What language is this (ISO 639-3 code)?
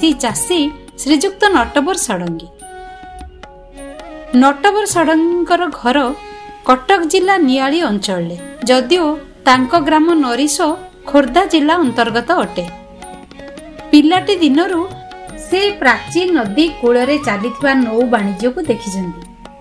ori